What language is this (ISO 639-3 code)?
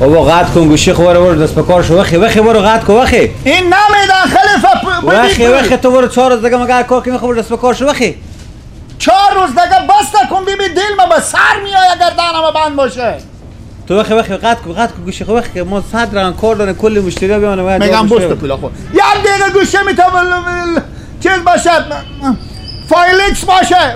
fas